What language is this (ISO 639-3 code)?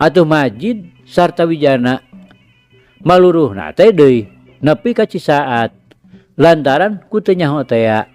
sun